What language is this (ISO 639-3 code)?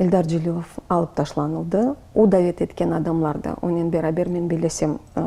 crh